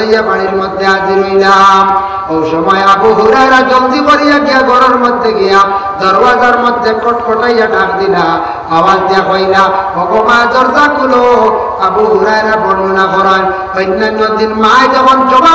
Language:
Sylheti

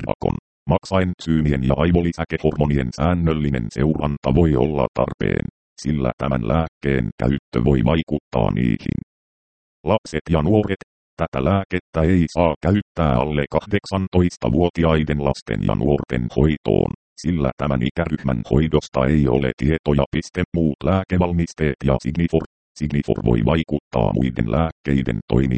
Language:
Finnish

